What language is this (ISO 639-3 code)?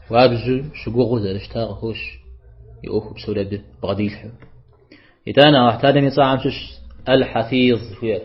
kbd